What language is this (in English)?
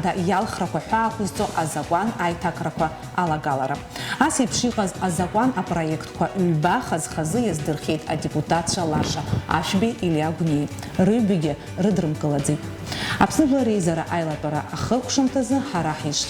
Abkhazian